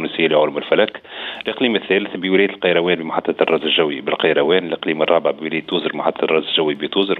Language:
Tunisian Arabic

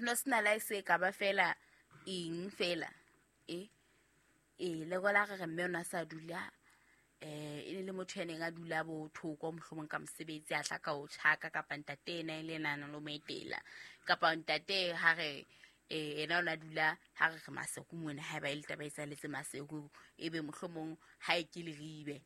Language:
Southern Sotho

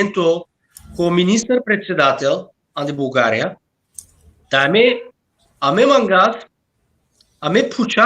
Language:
Balkan Romani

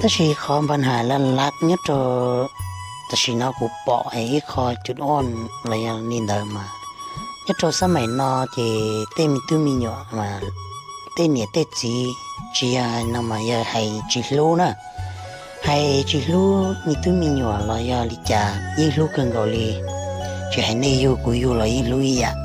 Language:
Hmong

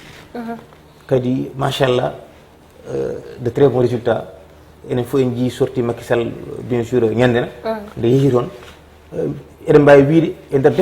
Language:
Fula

